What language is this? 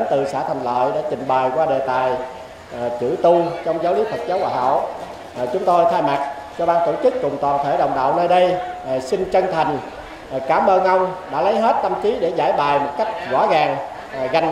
Vietnamese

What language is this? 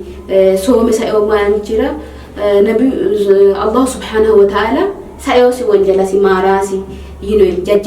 Sidamo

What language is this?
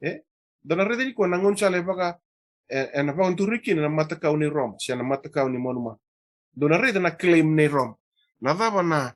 Fijian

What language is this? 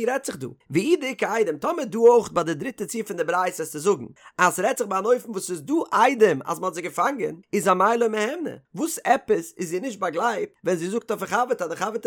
Yiddish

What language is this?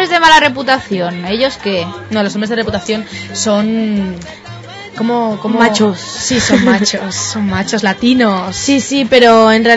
Spanish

